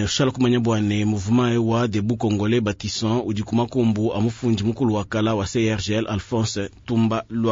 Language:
Luba-Lulua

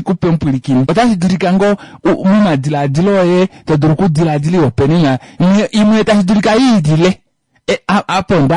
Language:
Kuanyama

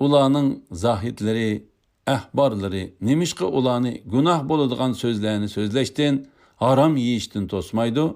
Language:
Uyghur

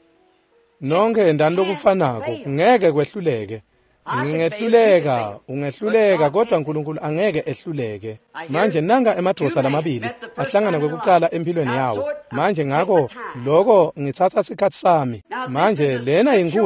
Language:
Swati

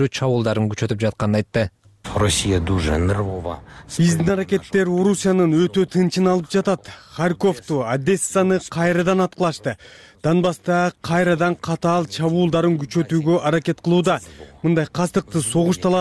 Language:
Kyrgyz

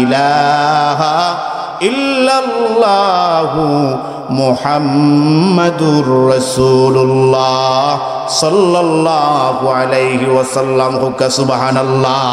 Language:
Sylheti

